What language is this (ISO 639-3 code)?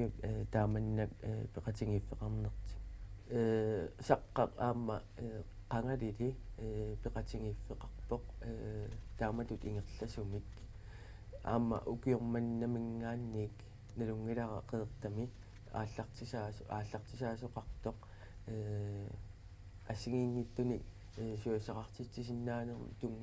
kal